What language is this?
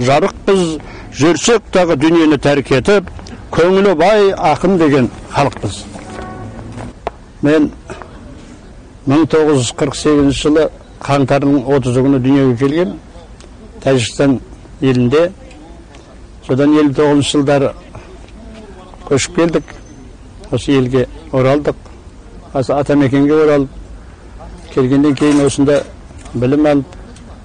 Kazakh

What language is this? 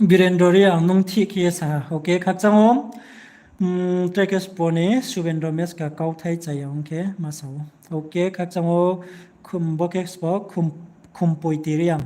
Riang (India)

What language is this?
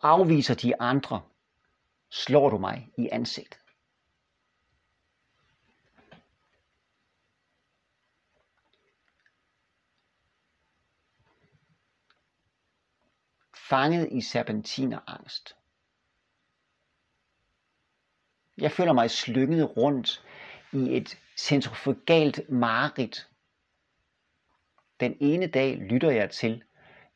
Danish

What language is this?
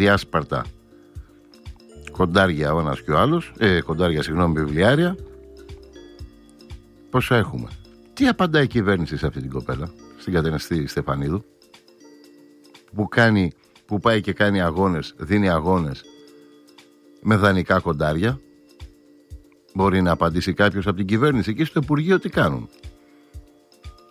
Greek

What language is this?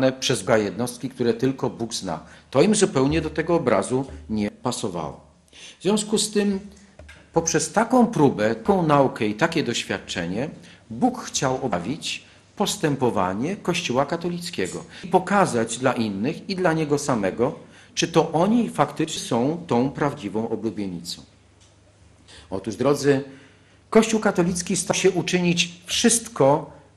Polish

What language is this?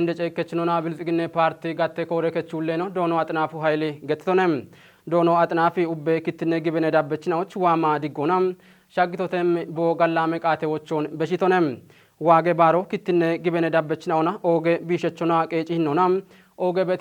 Kafa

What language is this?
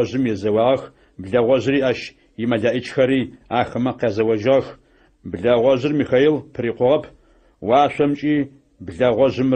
Adyghe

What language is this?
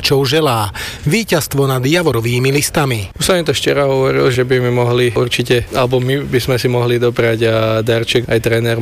Slovak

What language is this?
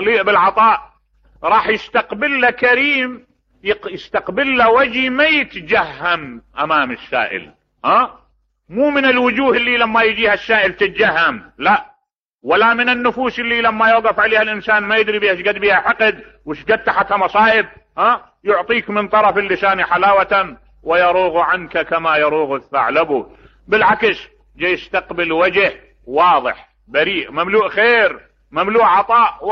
Mesopotamian Arabic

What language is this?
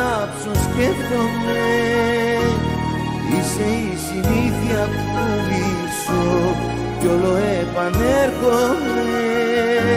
Greek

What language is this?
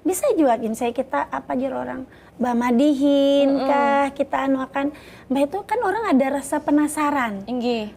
Banjar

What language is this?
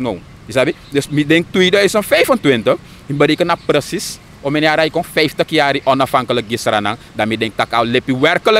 Sranan Tongo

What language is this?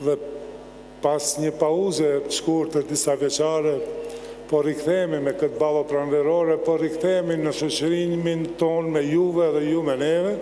Albanian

